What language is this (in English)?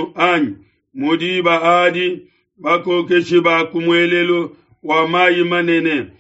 Luba-Lulua